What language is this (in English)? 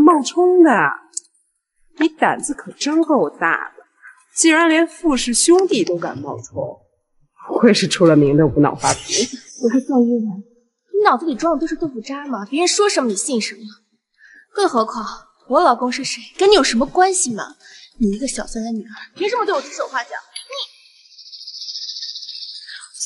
Chinese